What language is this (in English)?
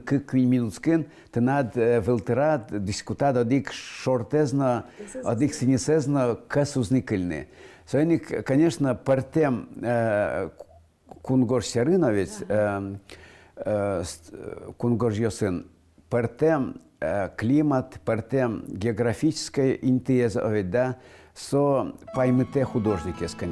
Udmurt